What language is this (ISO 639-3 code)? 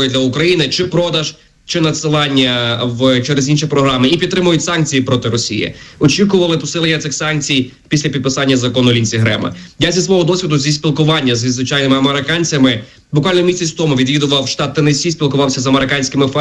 ukr